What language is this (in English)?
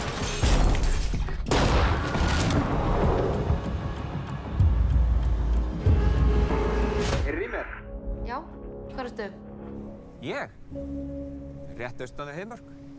Icelandic